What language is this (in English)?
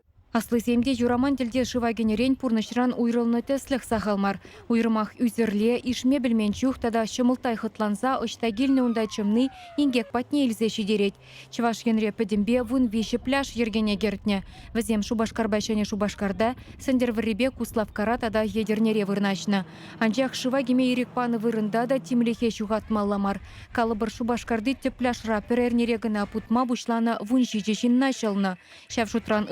Chuvash